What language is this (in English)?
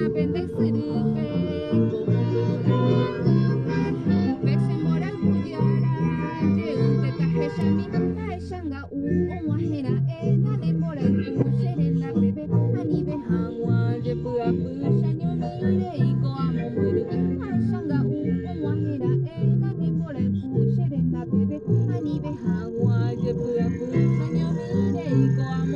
Guarani